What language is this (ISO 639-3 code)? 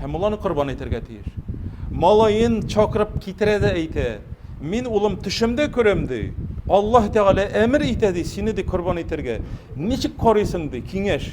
tat